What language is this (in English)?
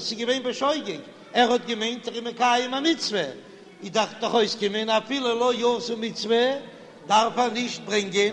Yiddish